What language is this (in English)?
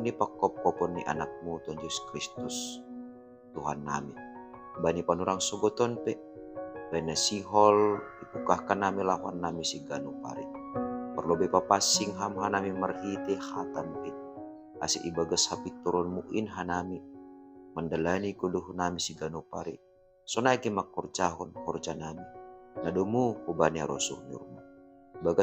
Batak Simalungun